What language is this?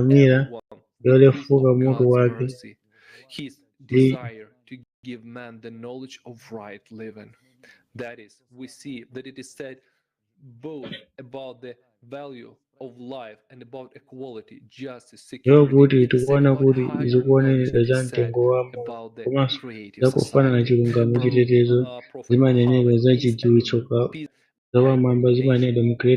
Nyanja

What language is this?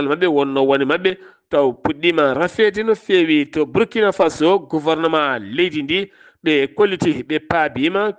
Fula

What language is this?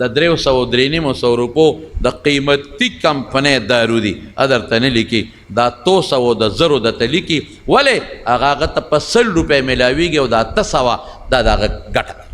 Pashto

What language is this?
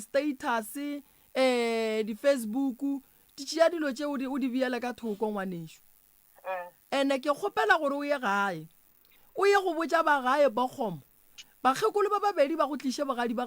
Northern Sotho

